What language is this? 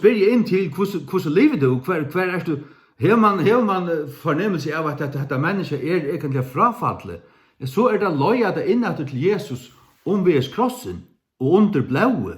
Faroese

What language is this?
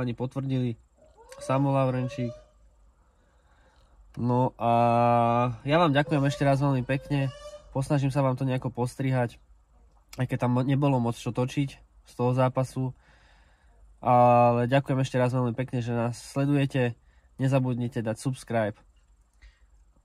Slovak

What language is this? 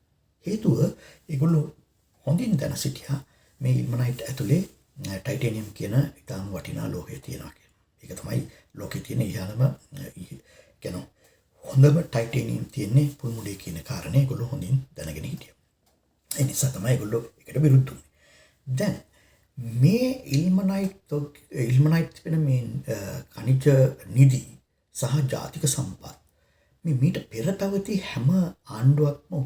Sinhala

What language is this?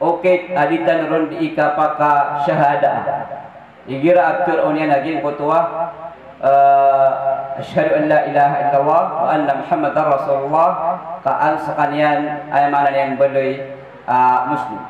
Maranao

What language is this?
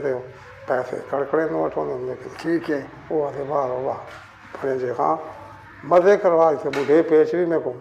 Saraiki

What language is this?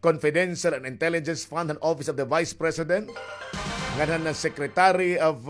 Waray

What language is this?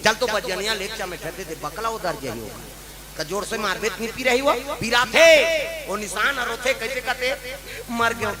Chhattisgarhi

